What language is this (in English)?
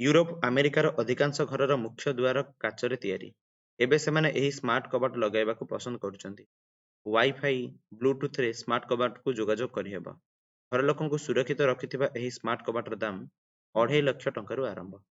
Odia